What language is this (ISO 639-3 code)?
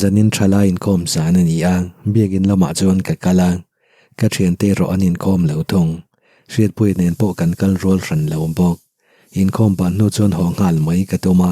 lus